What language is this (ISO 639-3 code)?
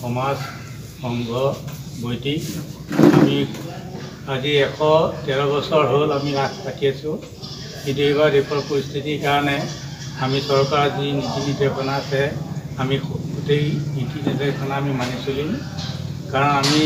asm